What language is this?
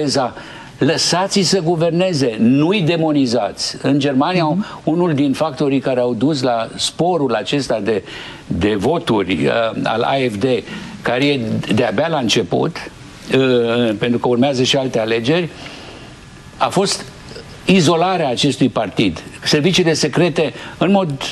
Romanian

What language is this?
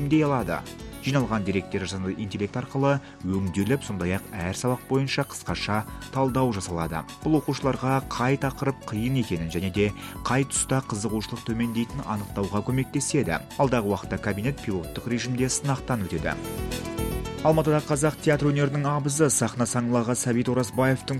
Kazakh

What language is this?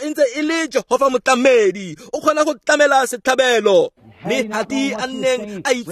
Tswana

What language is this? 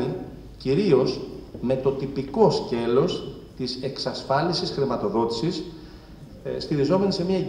Greek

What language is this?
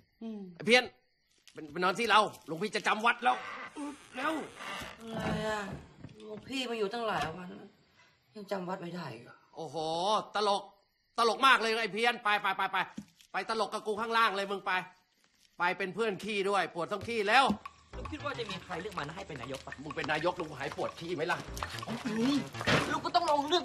Thai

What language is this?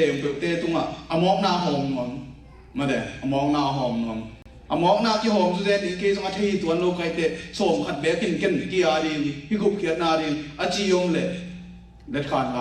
Tedim Chin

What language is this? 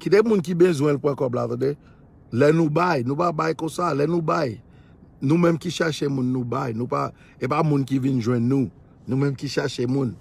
Haitian Creole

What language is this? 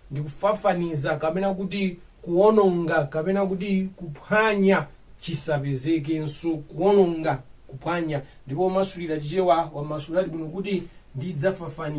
Nyanja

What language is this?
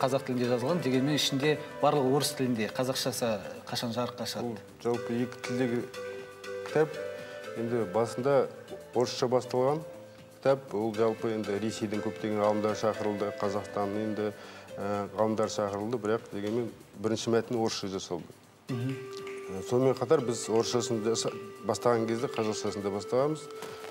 Kazakh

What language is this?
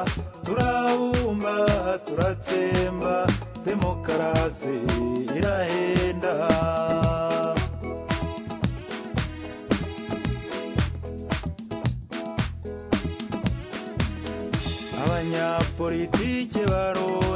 Kinyarwanda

